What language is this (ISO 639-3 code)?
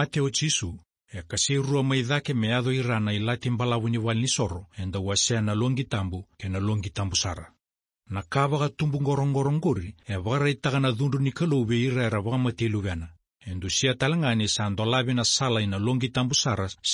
fij